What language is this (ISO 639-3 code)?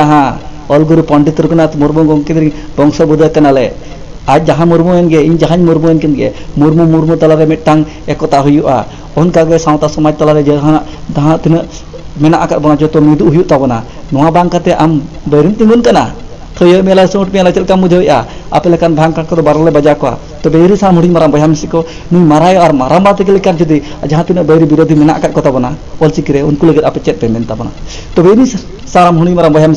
sat